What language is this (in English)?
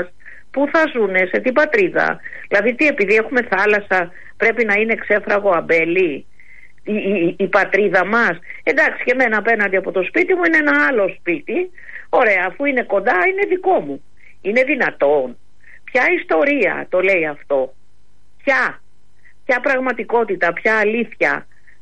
Greek